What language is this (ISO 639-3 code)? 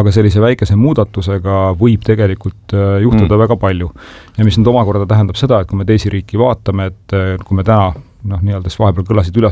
est